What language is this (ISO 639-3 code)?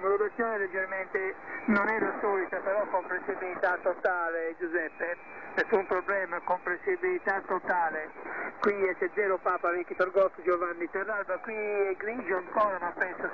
ita